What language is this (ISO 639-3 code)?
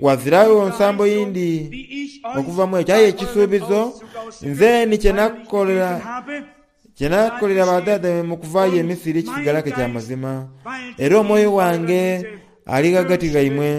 xog